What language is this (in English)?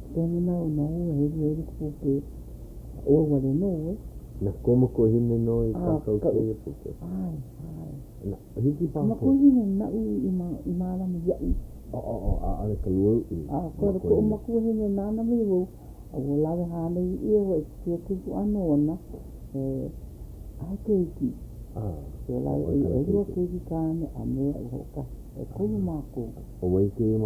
Hawaiian